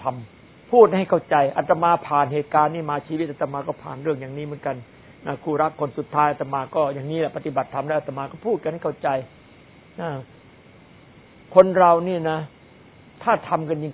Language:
Thai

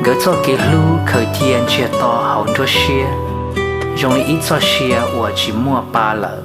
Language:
Hmong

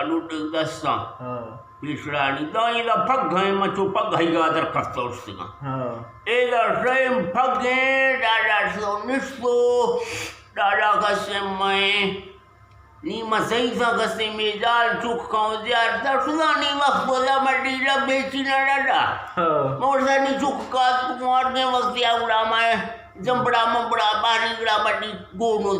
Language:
Eastern Balochi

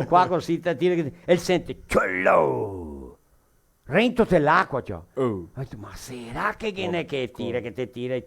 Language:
Venetian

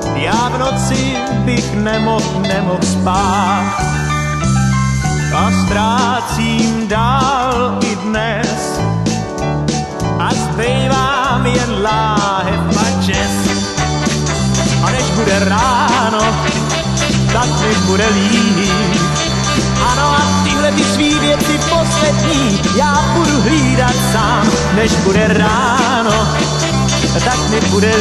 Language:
Czech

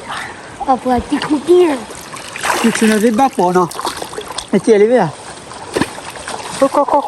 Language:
S'gaw Karen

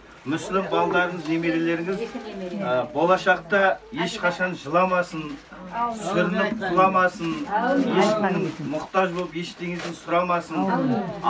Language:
Kazakh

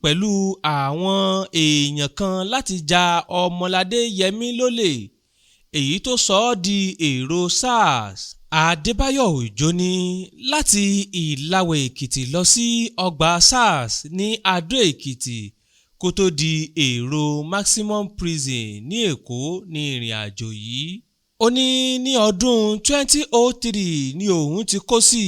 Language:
Yoruba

